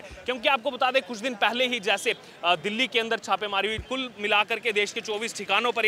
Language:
Hindi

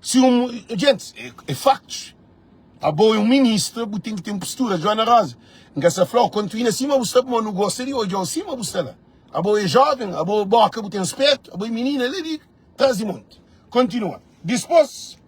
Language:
Kabuverdianu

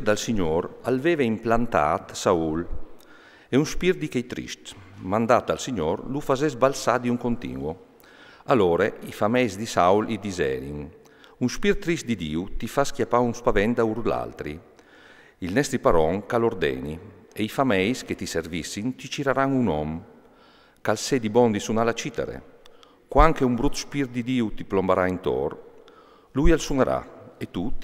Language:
Friulian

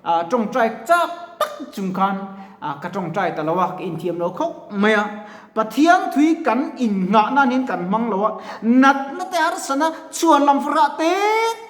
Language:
Mizo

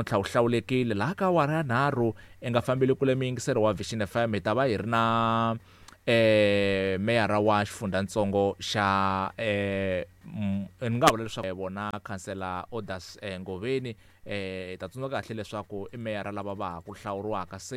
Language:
Tsonga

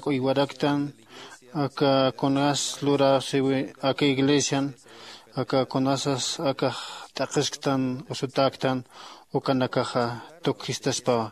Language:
Aymara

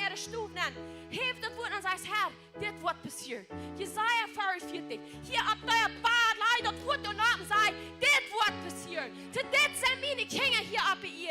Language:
Plautdietsch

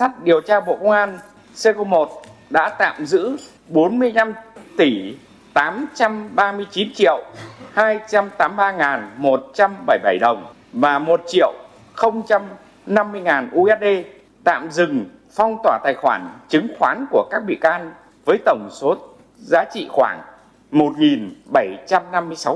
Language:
Vietnamese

